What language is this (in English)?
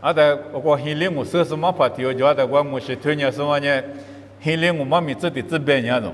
Lisu